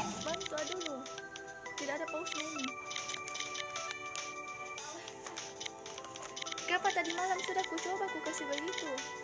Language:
Indonesian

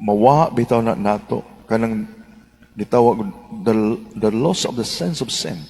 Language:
Cebuano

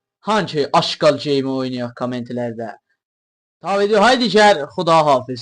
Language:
South Azerbaijani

